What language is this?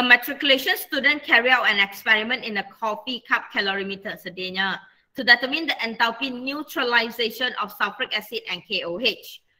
Malay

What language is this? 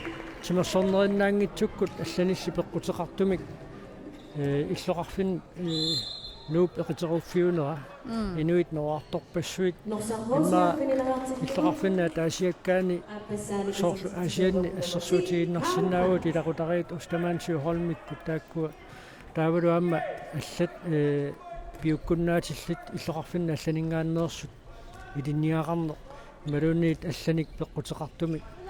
Kalaallisut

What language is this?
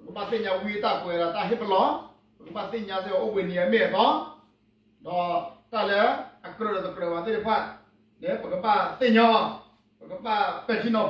S'gaw Karen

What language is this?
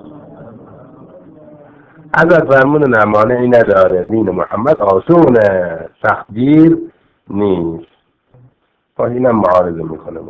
Persian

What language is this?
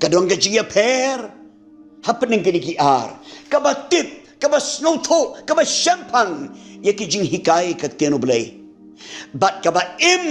Khasi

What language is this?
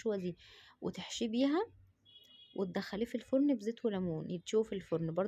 Egyptian Arabic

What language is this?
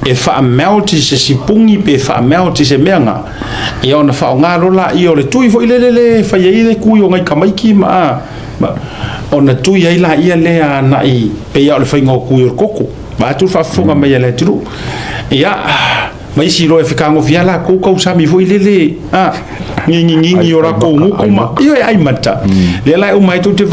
Samoan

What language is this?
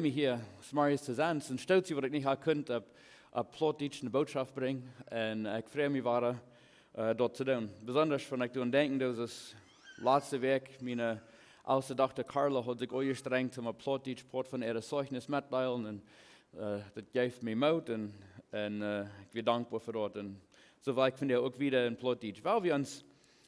Plautdietsch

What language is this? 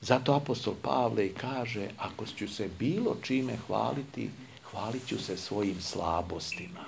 Serbian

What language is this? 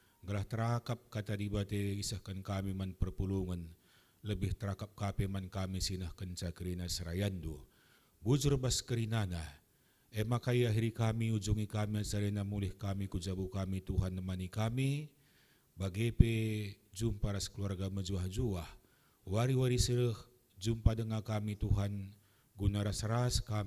Batak Karo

